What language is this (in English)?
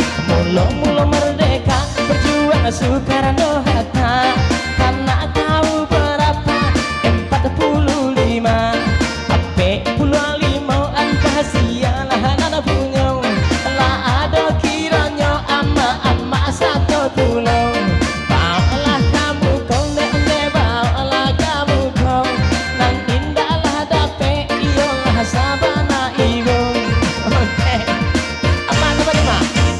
Minangkabau